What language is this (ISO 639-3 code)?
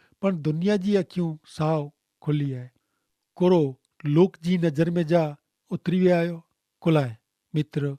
kfr